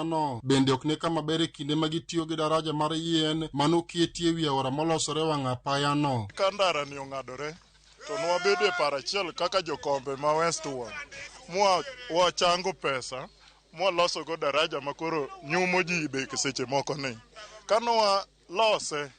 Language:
Luo (Kenya and Tanzania)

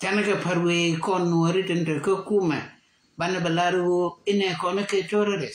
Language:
Nuer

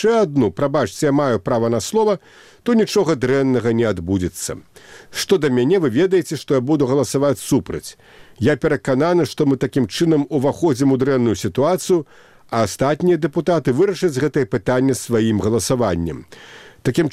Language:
Belarusian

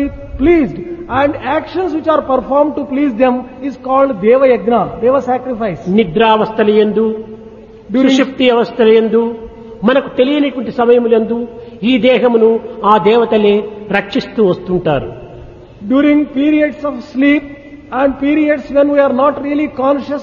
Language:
Telugu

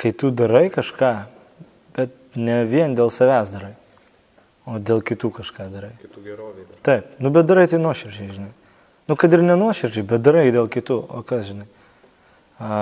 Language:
Lithuanian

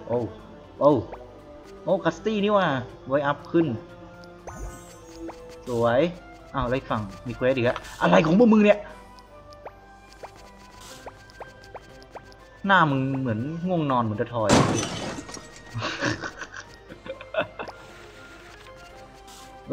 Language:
Thai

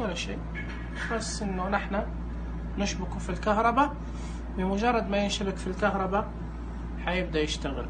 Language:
Najdi Arabic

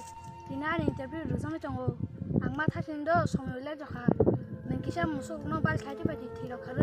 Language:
Kok Borok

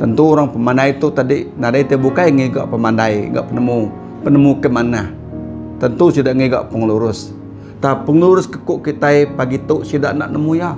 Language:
Iban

